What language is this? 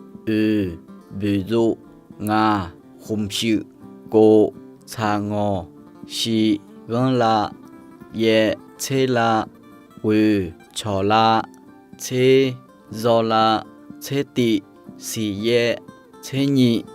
Akha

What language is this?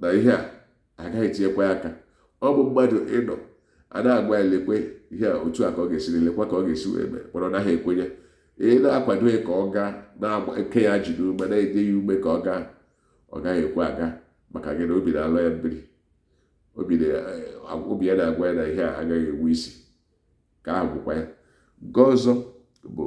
Igbo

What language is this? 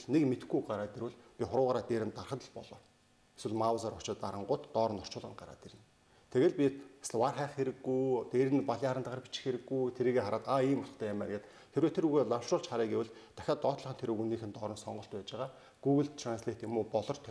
Mongolian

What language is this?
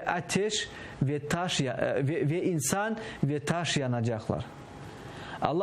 Crimean Tatar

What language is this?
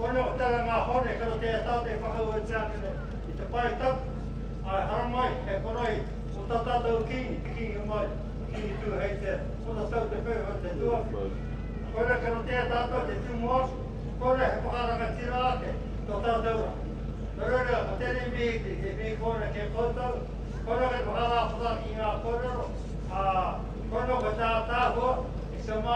Māori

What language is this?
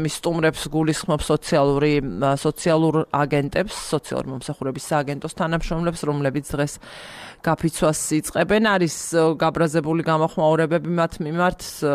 Georgian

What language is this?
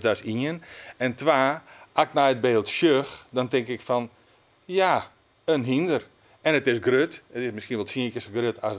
Western Frisian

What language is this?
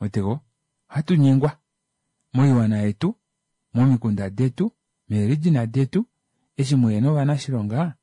Kuanyama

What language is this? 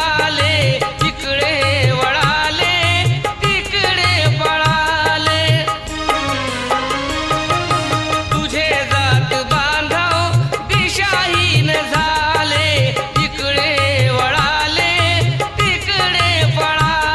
Marathi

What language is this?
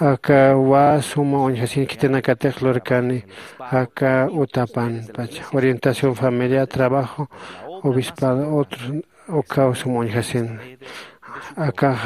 Aymara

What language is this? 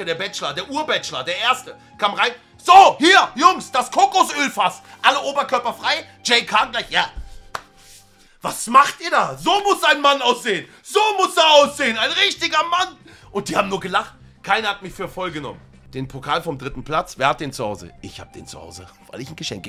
German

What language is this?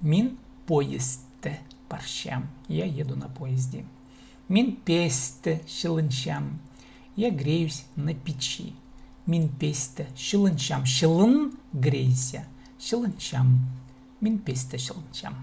Khakas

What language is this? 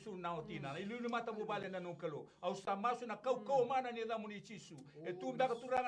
Fijian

